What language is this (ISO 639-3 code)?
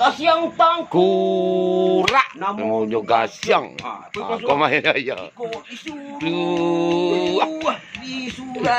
min